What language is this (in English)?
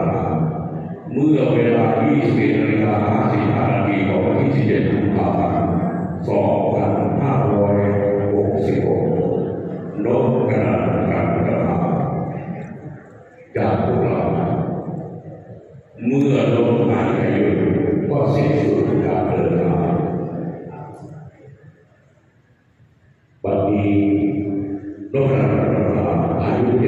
Thai